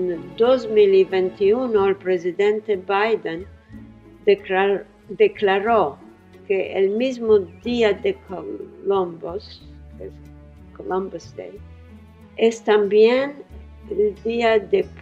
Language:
Ladino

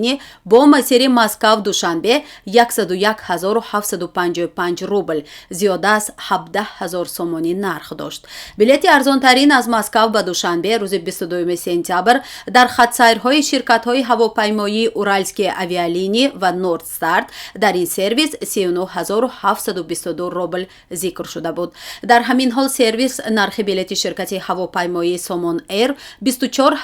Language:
Tajik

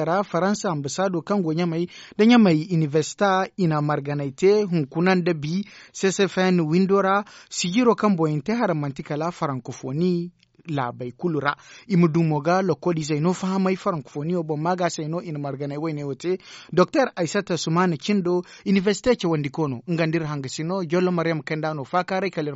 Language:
Zarma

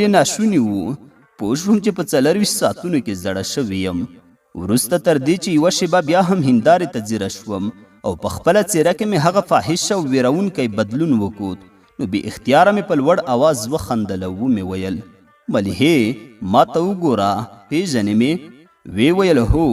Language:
Pashto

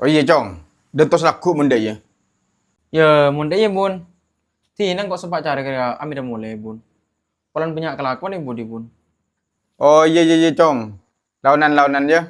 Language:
Madurese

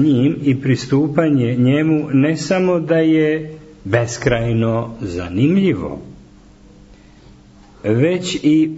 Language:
Serbian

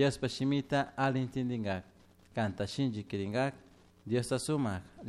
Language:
Chimborazo Highland Quichua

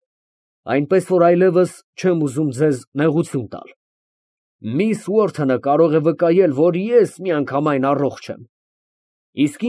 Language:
Armenian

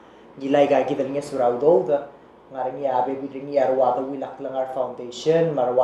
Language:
Palauan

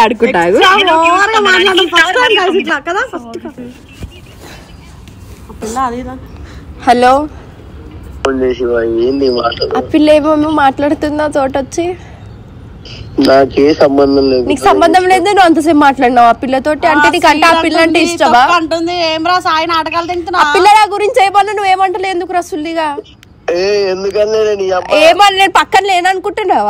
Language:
Telugu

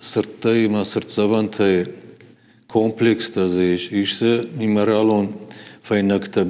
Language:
Ossetic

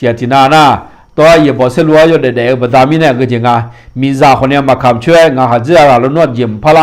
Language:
Akha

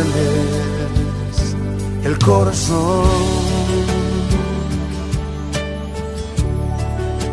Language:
Spanish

